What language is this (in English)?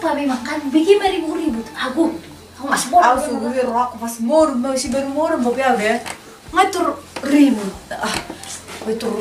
Batak Toba